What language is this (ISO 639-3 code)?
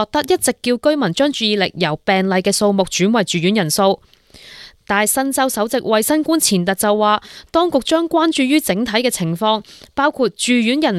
yue